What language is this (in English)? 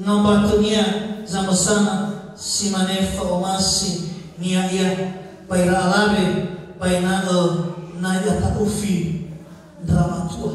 Nias